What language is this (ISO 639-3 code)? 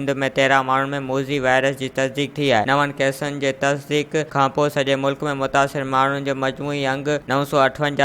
snd